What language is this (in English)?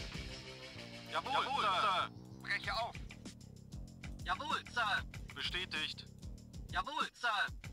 German